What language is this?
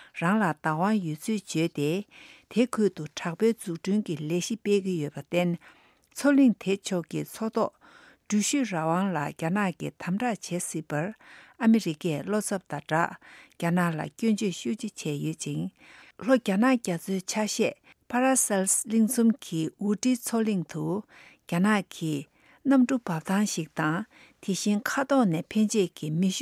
Tibetan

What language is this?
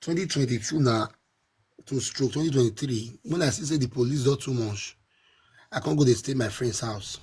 Nigerian Pidgin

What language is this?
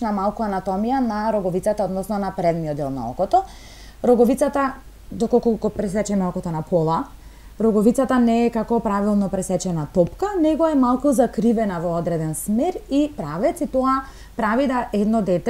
Macedonian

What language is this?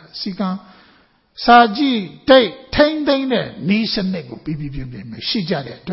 Burmese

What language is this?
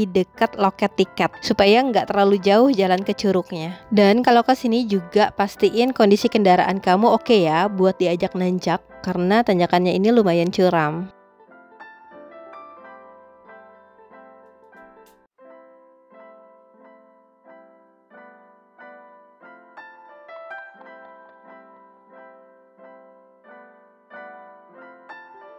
Indonesian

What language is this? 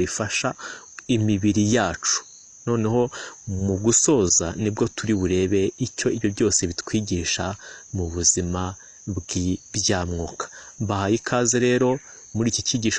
Kinyarwanda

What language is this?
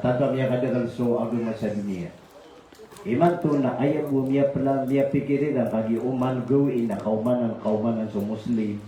Maranao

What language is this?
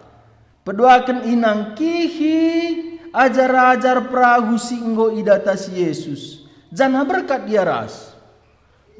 Batak Karo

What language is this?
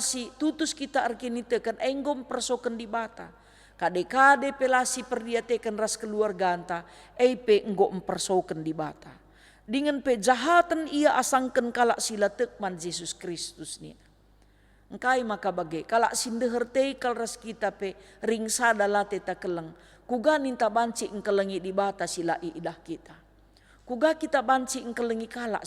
Batak Karo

